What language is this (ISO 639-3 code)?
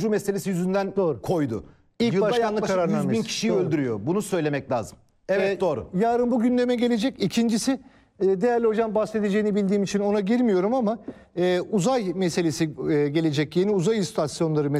tur